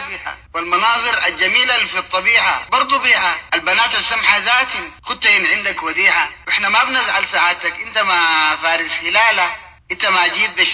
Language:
Sudanese Arabic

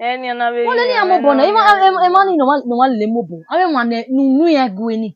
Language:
Bini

